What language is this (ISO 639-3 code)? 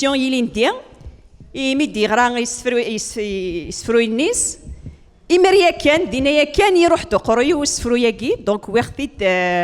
kab